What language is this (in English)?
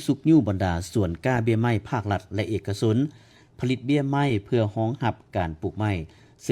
Lao